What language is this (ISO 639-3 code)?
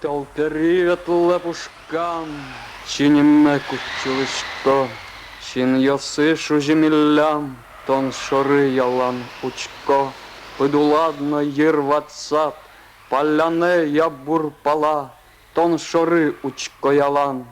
udm